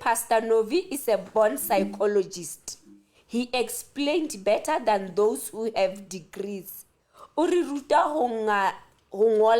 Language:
Southern Sotho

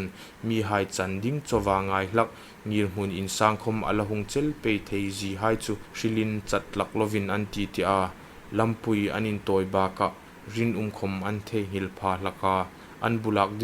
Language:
Hmar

